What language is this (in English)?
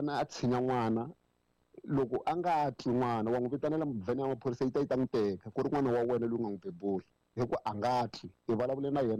Tsonga